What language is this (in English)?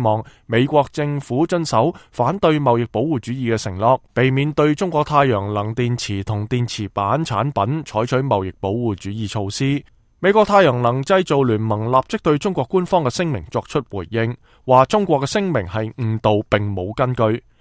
Cantonese